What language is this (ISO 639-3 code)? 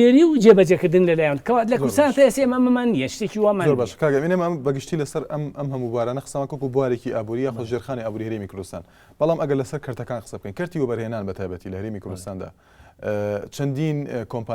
ckb